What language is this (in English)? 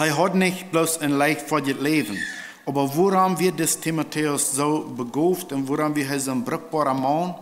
Plautdietsch